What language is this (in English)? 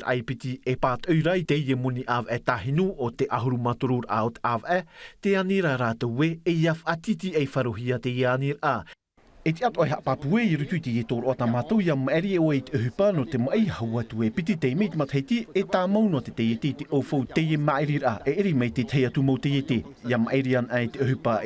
Tahitian